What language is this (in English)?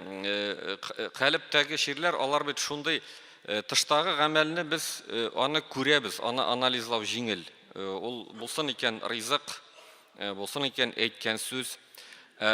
Tatar